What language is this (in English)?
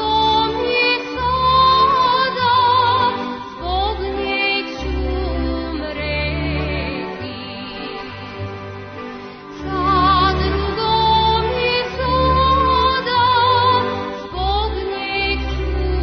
Serbian